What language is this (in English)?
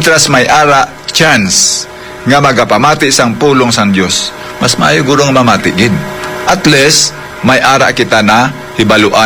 Hiligaynon